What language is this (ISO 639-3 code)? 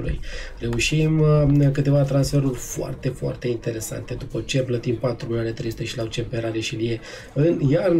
ron